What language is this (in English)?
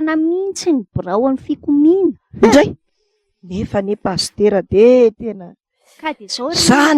Malagasy